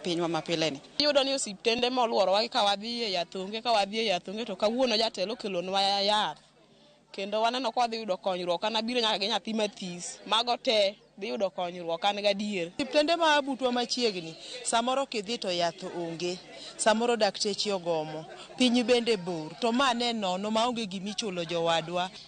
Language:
Luo (Kenya and Tanzania)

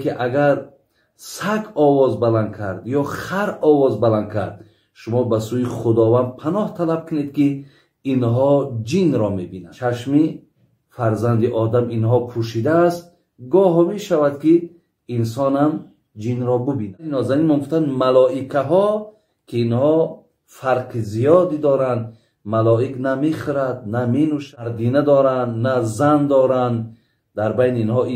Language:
Tajik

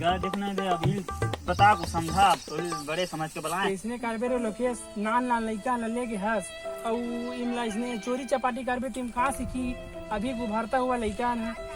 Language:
Chhattisgarhi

